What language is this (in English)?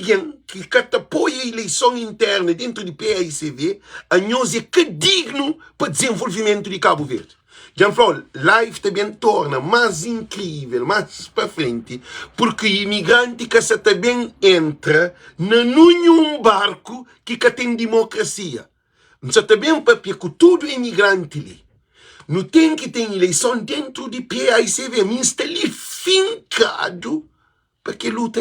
Kabuverdianu